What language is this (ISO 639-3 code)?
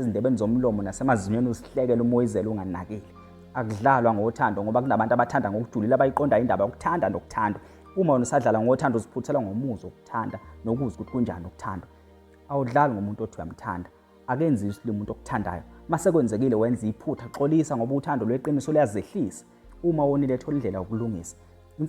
zul